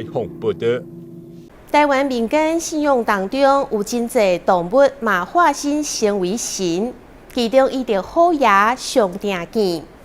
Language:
Min Nan Chinese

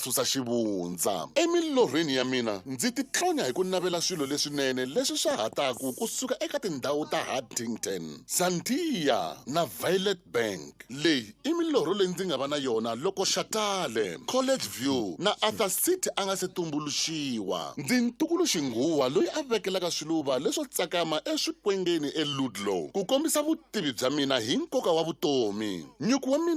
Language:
Tsonga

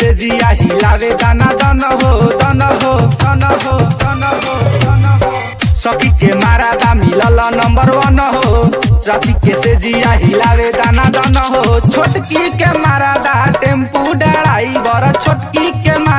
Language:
Bhojpuri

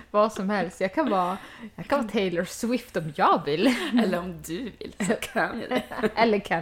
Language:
Swedish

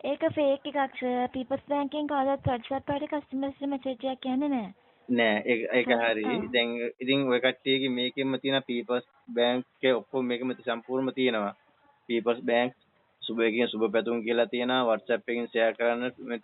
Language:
Sinhala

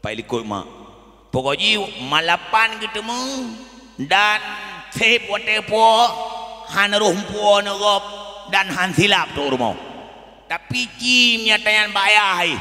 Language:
Achinese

